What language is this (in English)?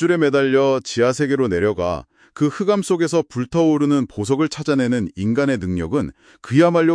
Korean